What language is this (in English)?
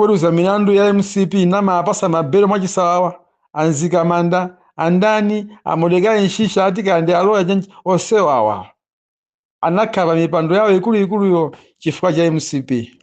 Nyanja